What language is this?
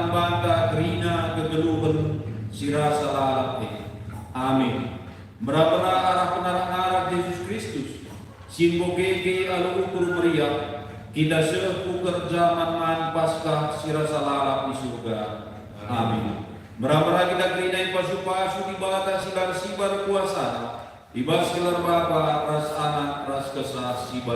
Batak Karo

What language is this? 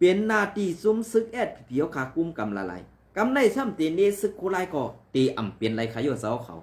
Shan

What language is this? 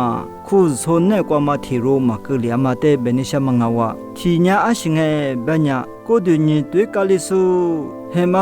Lisu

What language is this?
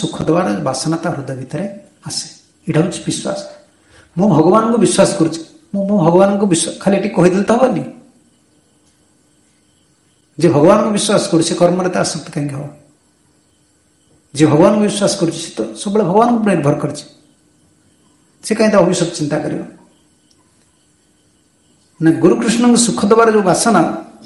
Odia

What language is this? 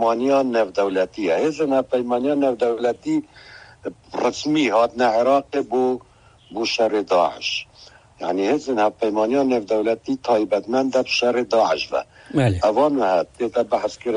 Kurdish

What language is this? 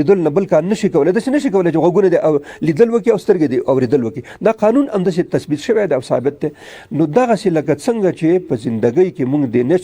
Pashto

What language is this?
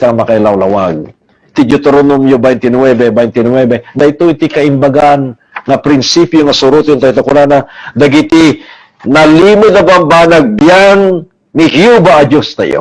Iloko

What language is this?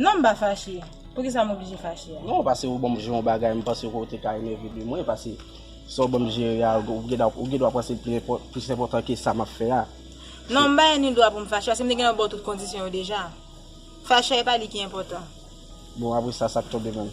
Haitian Creole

